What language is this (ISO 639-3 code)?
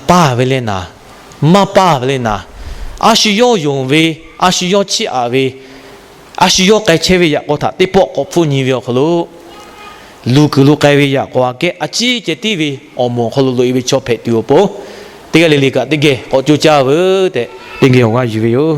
lhu